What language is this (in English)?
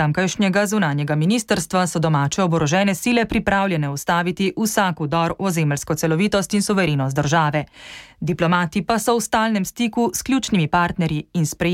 Slovenian